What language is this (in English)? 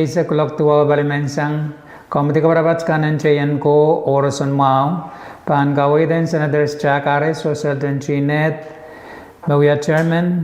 Pohnpeian